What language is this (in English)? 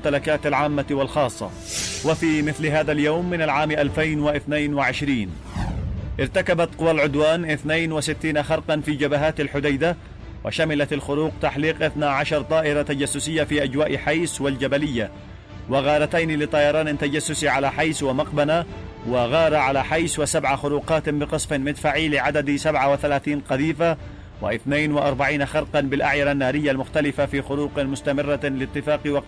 Arabic